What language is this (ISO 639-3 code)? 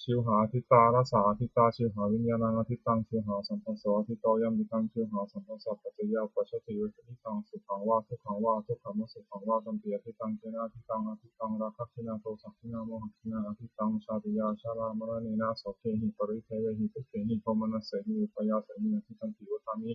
pli